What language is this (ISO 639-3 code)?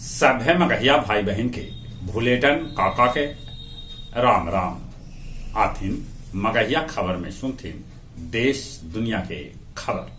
mag